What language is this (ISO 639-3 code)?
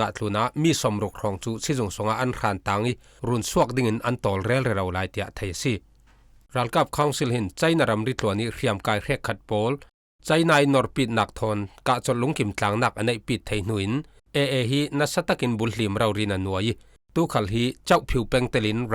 cfm